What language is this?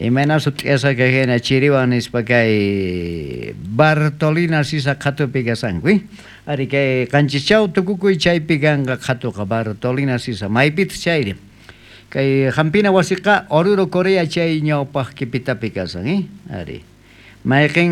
South Bolivian Quechua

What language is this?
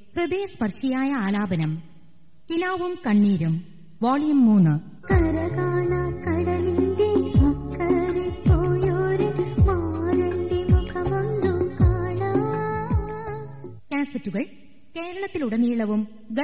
Malayalam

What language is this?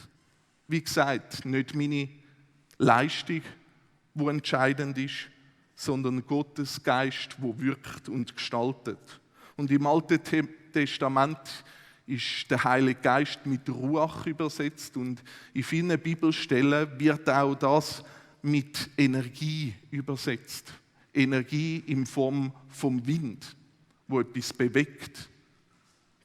Swiss German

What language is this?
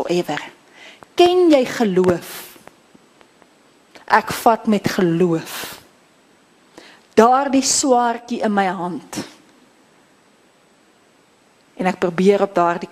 Afrikaans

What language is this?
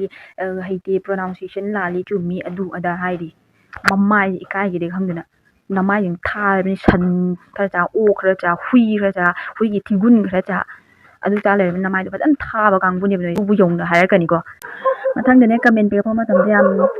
Manipuri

